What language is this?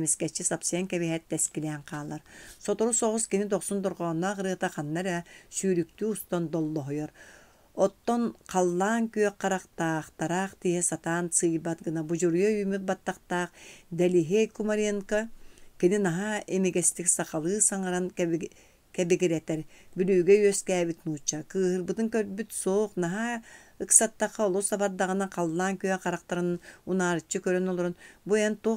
Yakut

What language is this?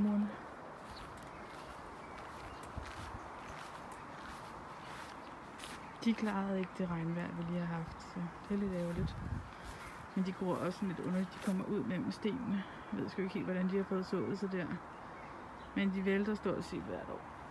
Danish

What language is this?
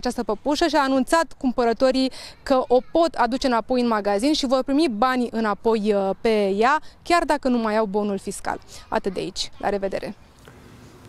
Romanian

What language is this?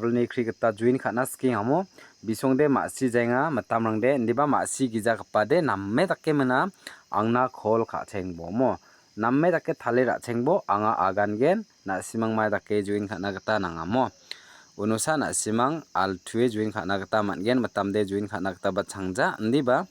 Garo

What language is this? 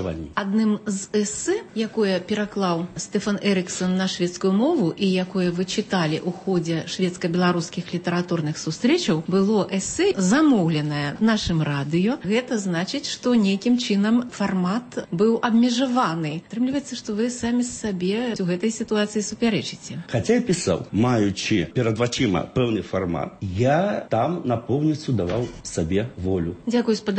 Belarusian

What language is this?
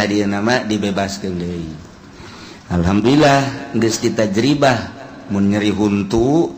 Sundanese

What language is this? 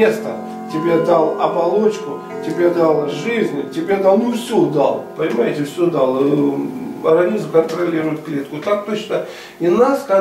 Russian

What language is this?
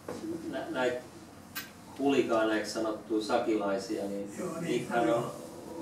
Finnish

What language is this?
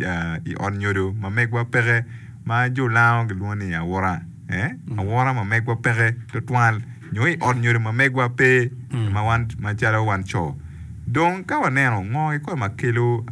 Acoli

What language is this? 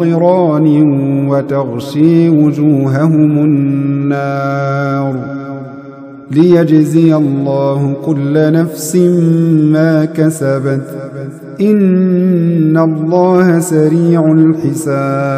Arabic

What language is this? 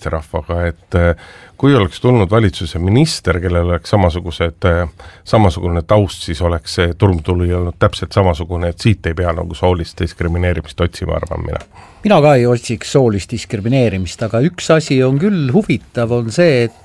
Estonian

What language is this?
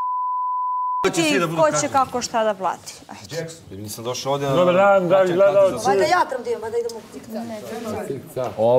Bosnian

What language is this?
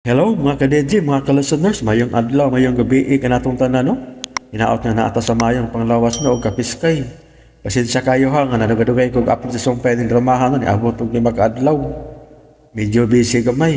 Cebuano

